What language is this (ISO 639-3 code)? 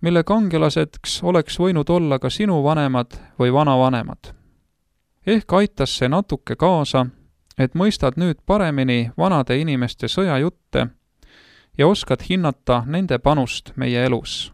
est